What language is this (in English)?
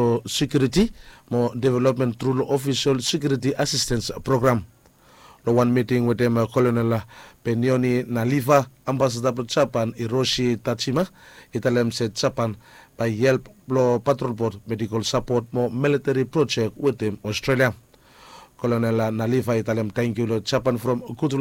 Bislama